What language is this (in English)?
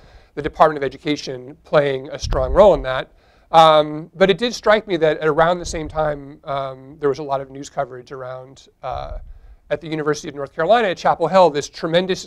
English